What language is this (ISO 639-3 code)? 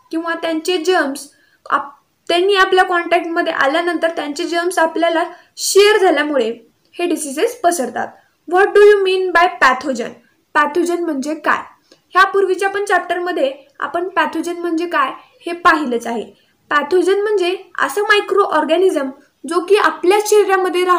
mar